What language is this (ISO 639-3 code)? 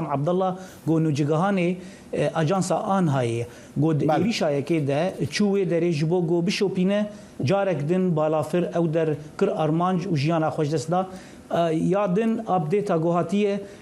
kur